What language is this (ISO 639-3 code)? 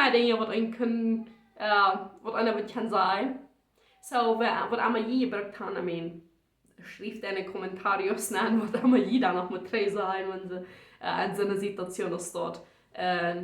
pdt